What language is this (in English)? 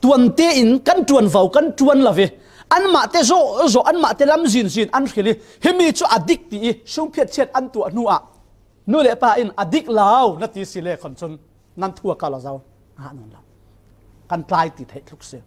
Falam Chin